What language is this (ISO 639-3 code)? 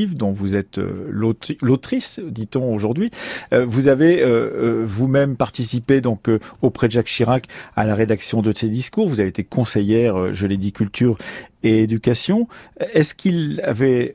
fra